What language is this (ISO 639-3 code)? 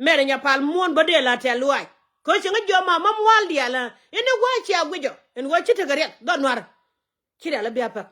nus